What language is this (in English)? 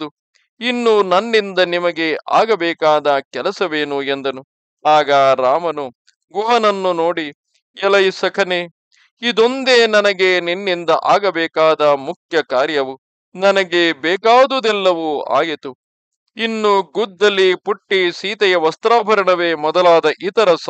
Kannada